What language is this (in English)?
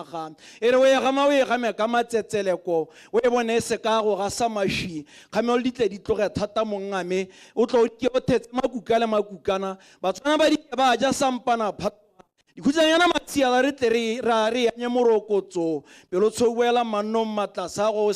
Tswana